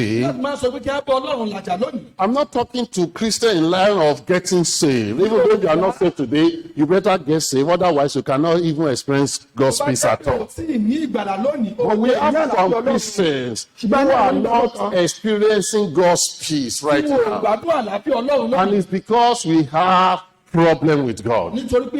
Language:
Yoruba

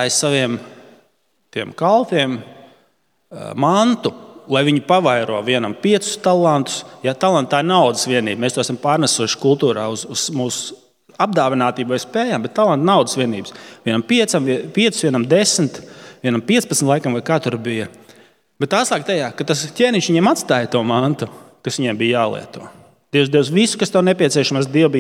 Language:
Latvian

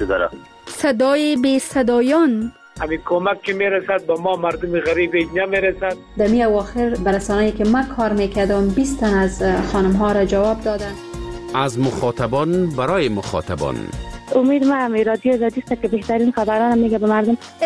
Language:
Persian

